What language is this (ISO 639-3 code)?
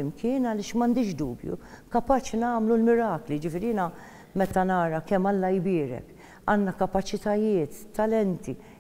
mlt